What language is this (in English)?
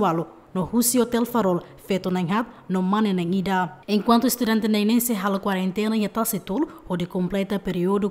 Tetum